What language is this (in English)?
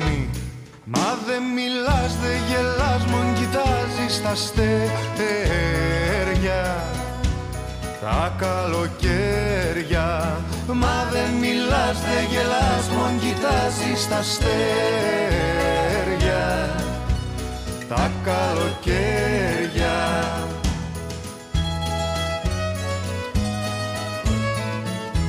Greek